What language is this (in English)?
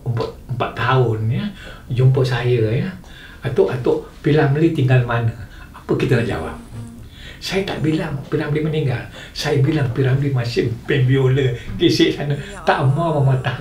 Malay